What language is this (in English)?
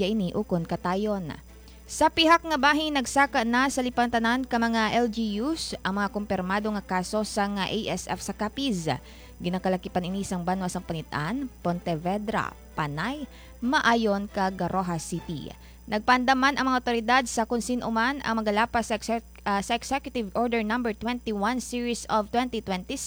Hiligaynon